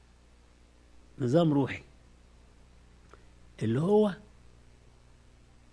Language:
Egyptian Arabic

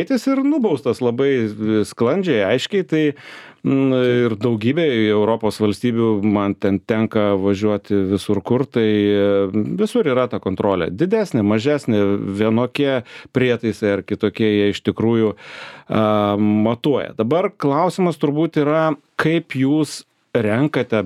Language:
Lithuanian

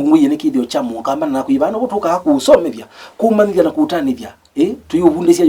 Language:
Kamba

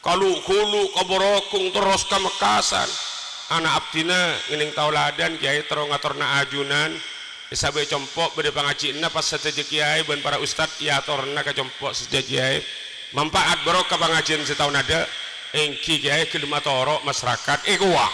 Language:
Madurese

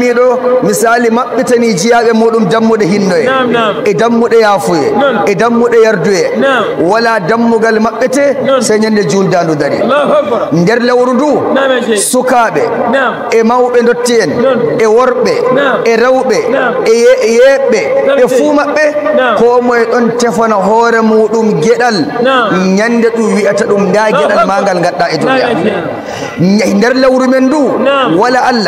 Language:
Nigerian Fulfulde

